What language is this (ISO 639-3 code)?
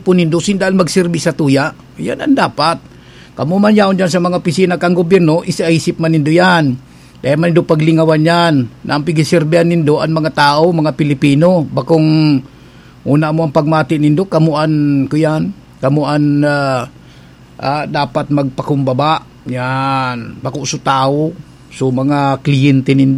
bik